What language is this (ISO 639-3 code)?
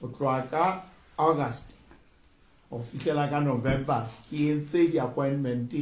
sot